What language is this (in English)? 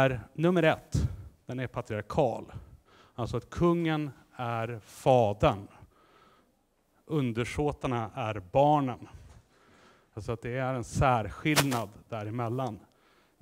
Swedish